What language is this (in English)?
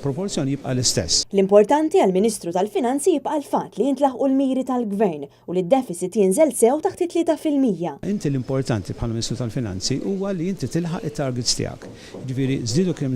Maltese